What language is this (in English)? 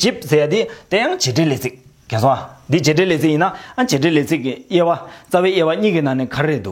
Tibetan